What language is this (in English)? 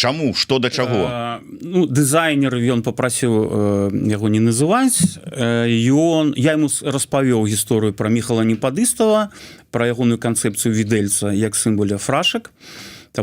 Belarusian